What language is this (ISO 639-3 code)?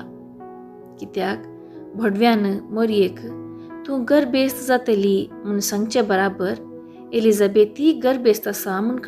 kok